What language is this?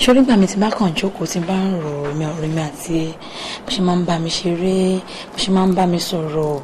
Yoruba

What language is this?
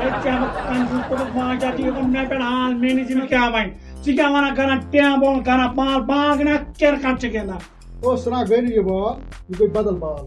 Kashmiri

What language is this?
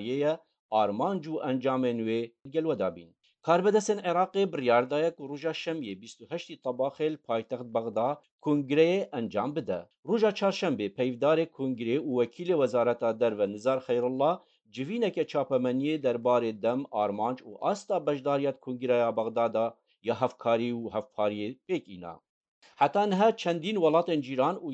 Kurdish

